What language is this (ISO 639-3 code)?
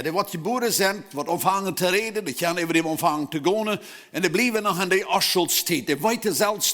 pdt